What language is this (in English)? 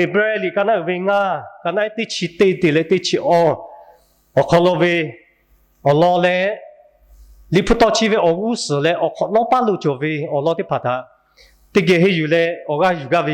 Lahu